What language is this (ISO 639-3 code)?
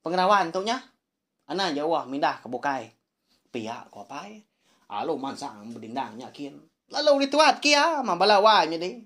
iba